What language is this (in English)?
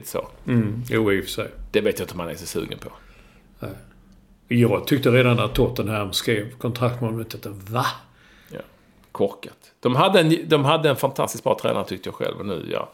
Swedish